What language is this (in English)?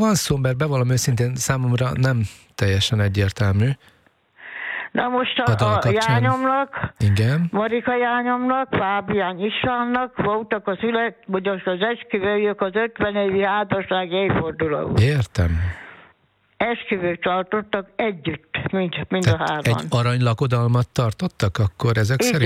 Hungarian